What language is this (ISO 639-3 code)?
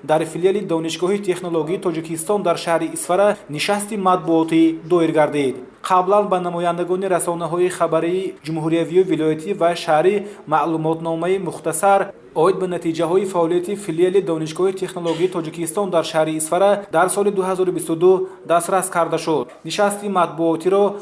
tgk